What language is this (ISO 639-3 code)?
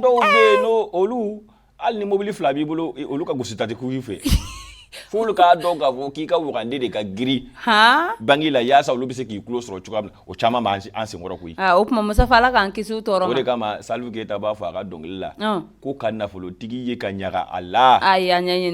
bam